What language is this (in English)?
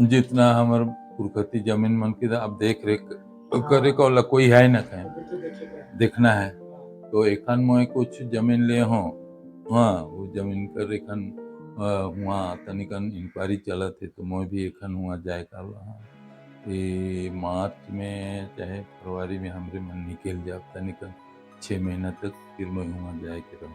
Sadri